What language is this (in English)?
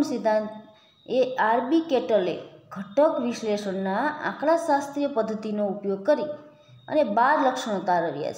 Gujarati